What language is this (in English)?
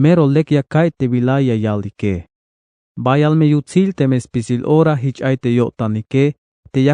Tzeltal